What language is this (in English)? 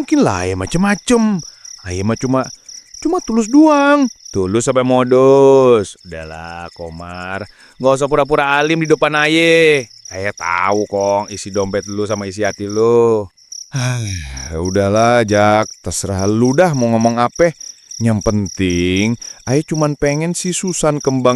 Betawi